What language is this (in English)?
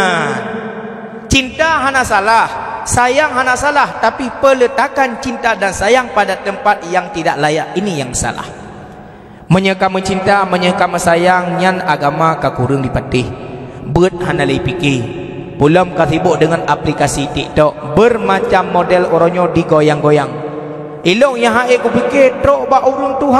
Achinese